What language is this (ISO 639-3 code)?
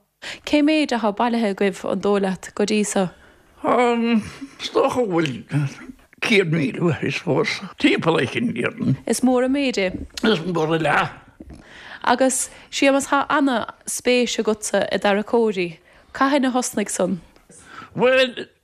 gle